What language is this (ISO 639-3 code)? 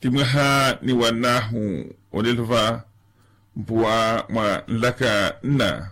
vmw